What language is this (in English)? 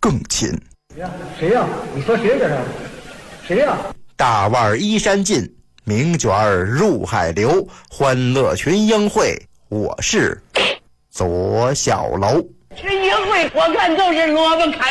Chinese